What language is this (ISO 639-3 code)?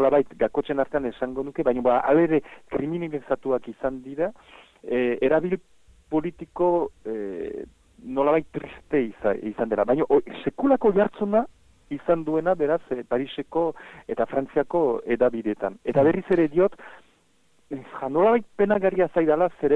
eus